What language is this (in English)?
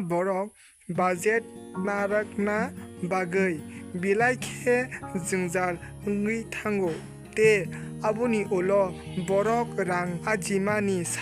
Kok Borok